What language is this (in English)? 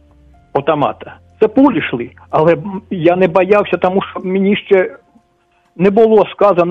Ukrainian